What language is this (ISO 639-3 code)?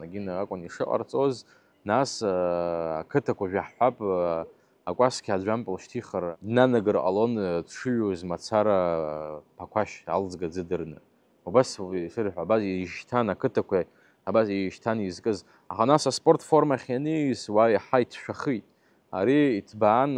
abk